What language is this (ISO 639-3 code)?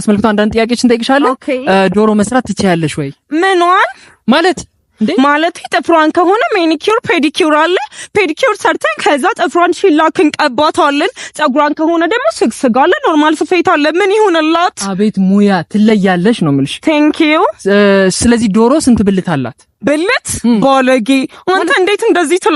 amh